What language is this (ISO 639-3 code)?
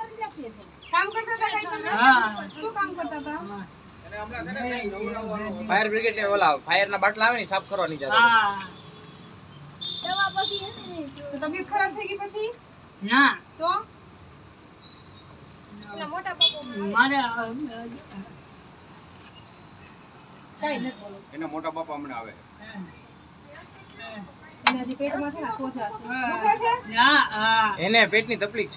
guj